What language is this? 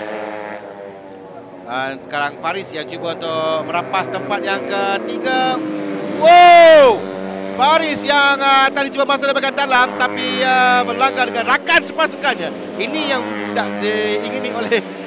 Malay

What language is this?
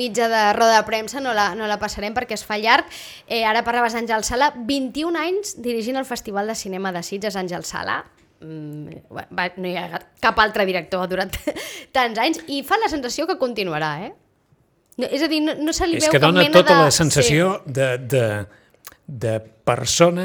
Catalan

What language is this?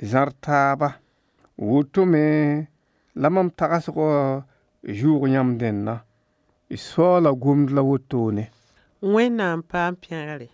Mossi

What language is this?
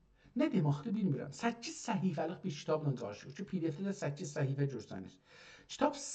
South Azerbaijani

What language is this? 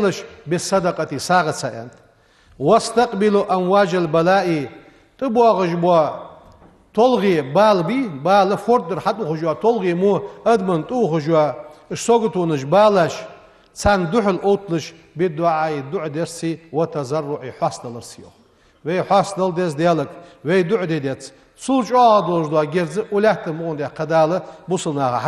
Ingush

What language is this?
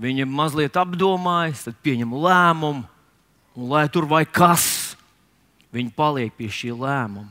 Latvian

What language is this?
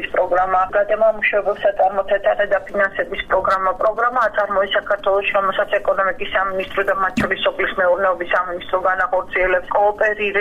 Georgian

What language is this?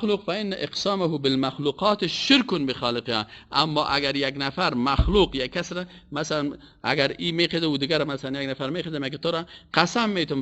Persian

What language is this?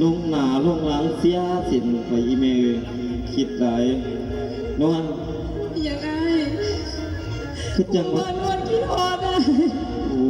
Northeastern Thai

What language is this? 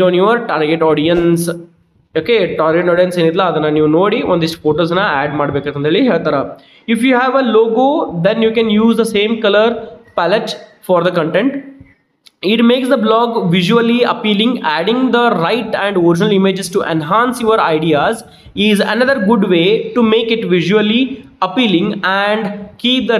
Kannada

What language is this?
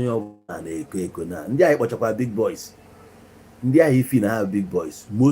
Igbo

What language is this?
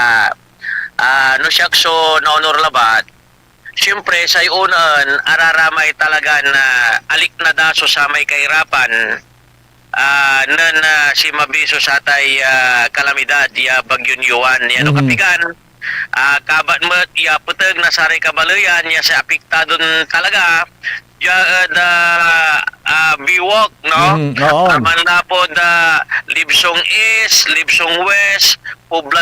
Pangasinan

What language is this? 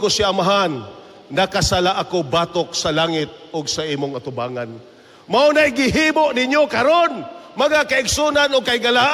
Cebuano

